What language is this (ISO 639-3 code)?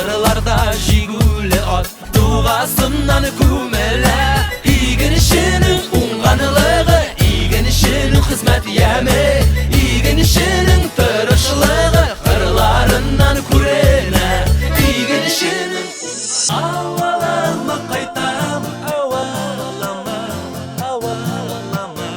bak